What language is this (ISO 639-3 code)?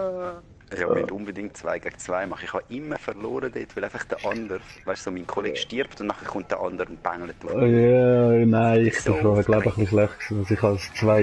gsw